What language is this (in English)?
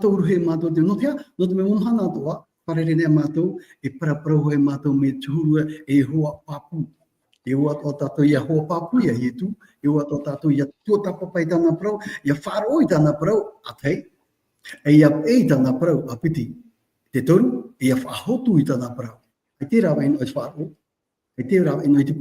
Tahitian